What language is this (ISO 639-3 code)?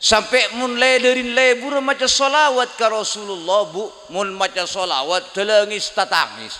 mad